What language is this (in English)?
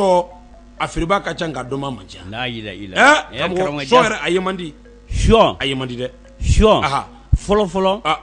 Bambara